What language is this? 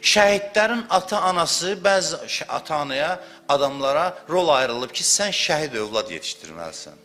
Azerbaijani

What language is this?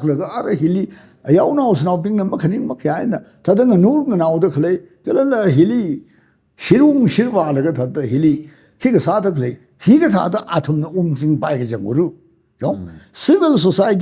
Tangkhul Naga (India)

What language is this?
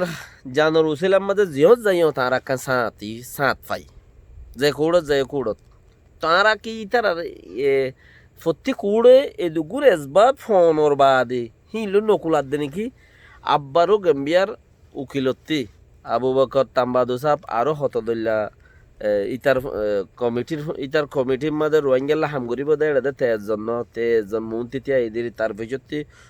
Rohingya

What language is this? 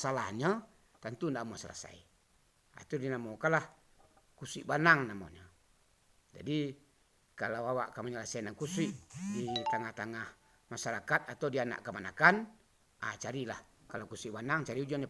Minangkabau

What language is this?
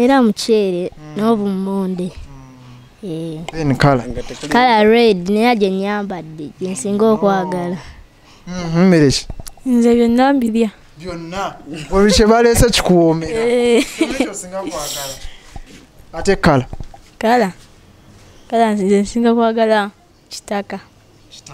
Ganda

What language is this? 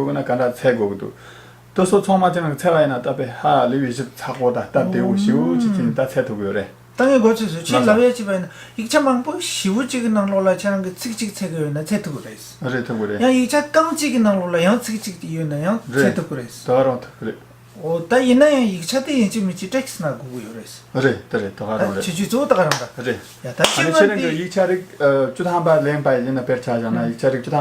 Tibetan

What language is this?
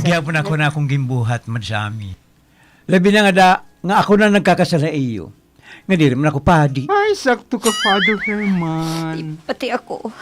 Waray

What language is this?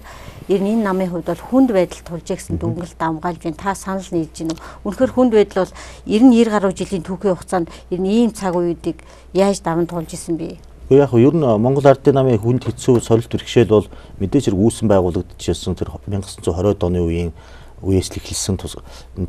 Mongolian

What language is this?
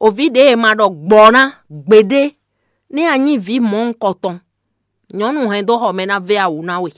Fon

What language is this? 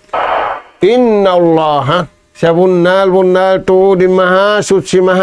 Tausug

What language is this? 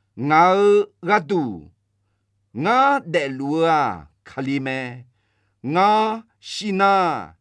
Akha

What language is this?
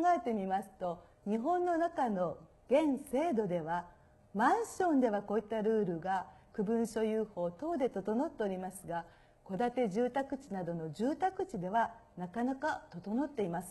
Japanese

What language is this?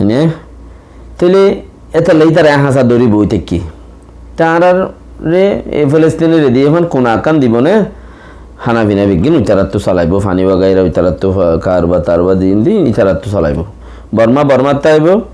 Rohingya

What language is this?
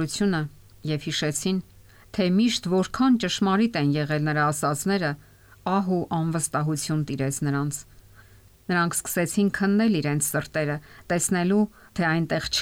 Armenian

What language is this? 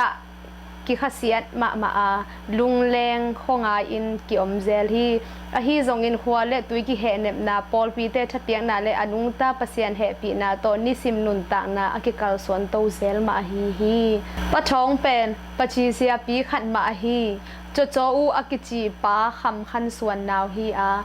Tedim Chin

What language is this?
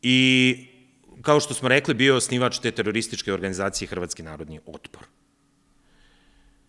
Serbian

